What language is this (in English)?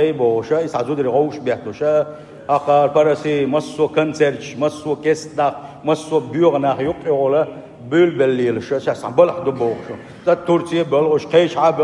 Chechen